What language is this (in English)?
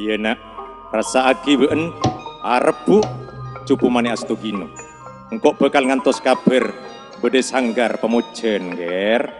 Madurese